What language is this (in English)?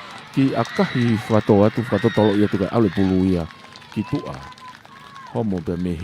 Tongan